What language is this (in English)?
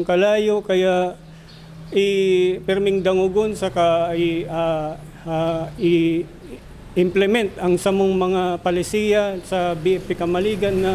Bikol